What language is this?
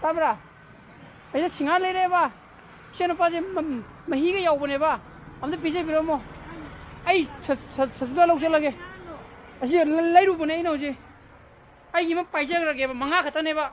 Manipuri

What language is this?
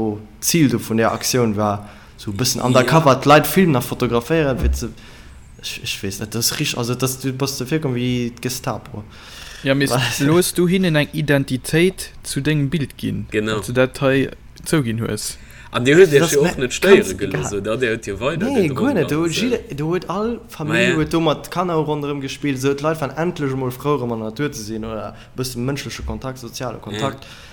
Luxembourgish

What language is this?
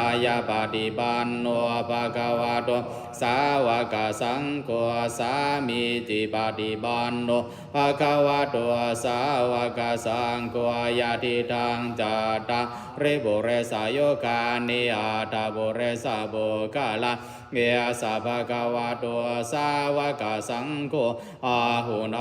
Pali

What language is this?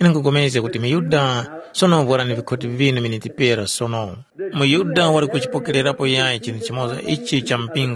Tumbuka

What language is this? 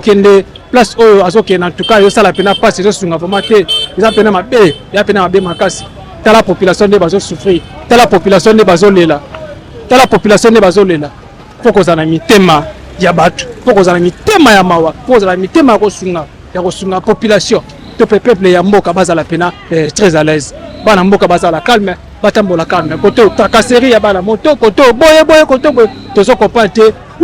Lingala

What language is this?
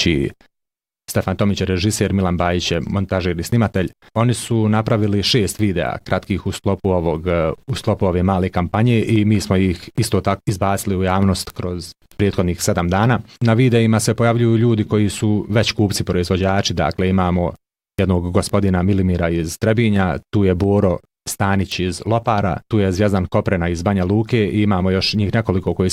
Bosnian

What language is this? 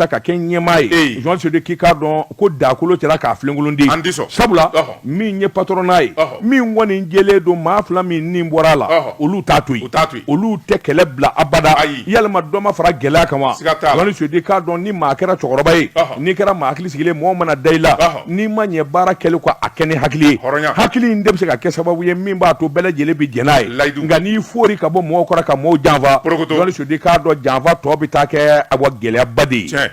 Bambara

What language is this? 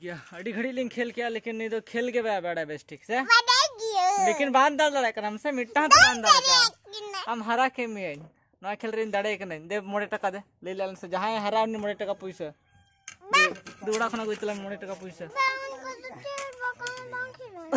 Santali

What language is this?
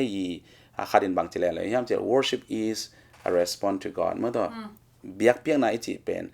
Tedim Chin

